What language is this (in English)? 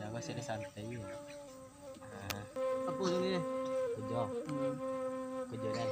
Minangkabau